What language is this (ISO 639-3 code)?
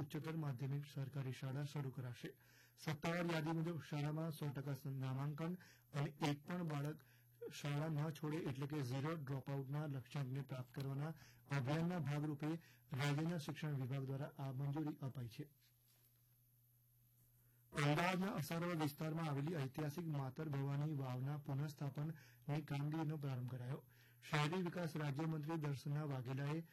guj